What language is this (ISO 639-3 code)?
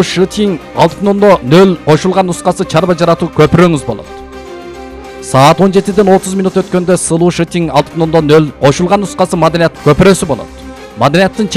kir